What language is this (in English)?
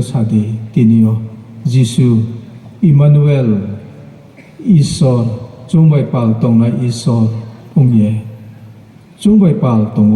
Riang (India)